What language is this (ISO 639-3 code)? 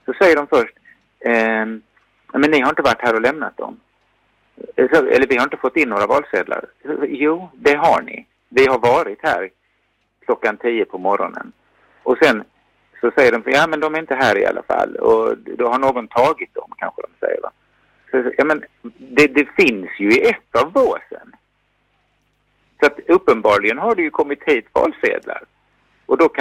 swe